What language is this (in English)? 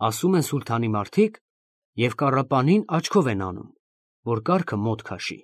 Armenian